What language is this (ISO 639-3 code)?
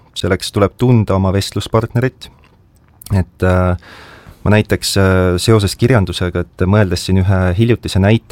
est